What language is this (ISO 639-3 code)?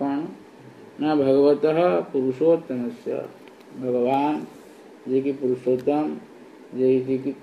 ori